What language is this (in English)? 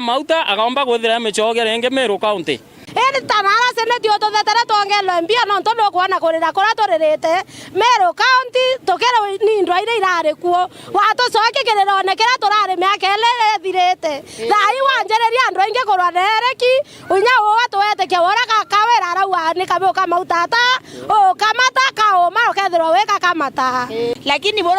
Meru